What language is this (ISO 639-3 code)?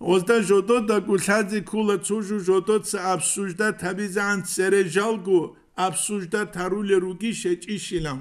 ava